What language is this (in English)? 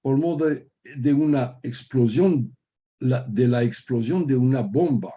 Ladino